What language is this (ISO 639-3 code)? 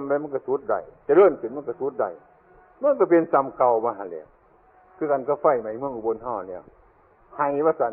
tts